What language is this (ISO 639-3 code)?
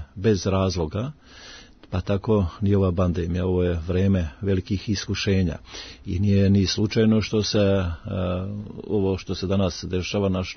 srp